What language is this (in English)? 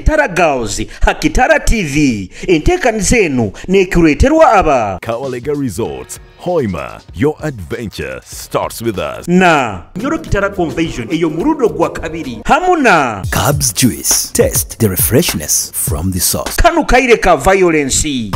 Nyoro